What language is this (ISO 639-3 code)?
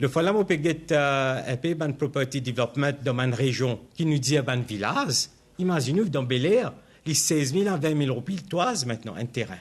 mfe